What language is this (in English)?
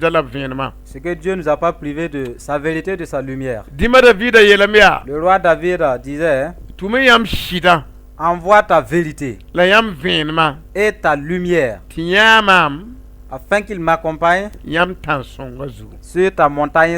Mossi